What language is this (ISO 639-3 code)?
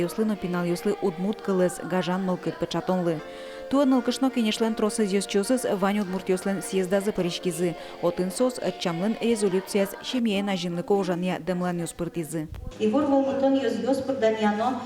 udm